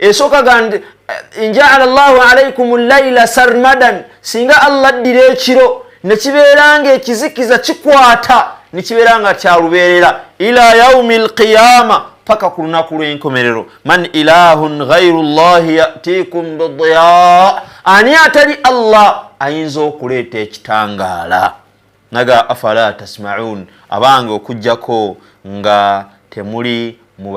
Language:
Ganda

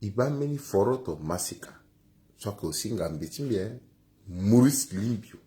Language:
Sango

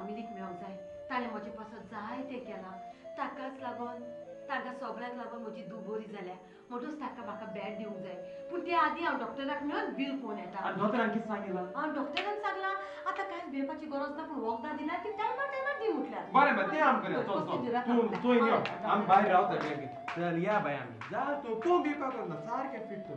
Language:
Konkani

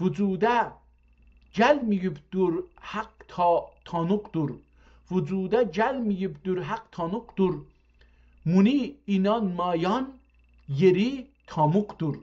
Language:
South Azerbaijani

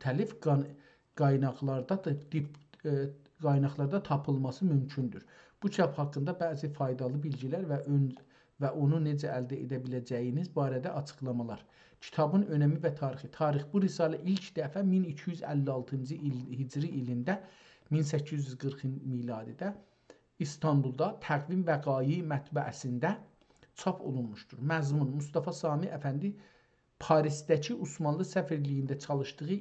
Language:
South Azerbaijani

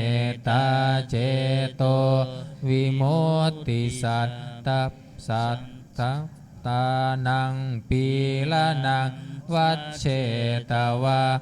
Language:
Pali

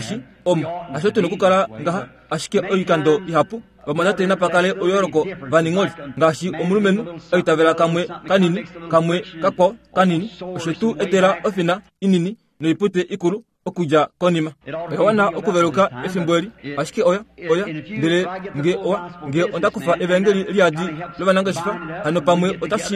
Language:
Kuanyama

